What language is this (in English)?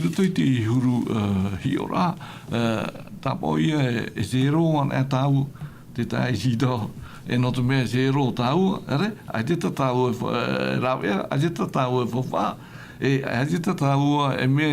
Tahitian